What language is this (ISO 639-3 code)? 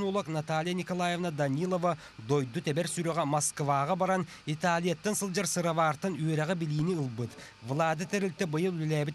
sah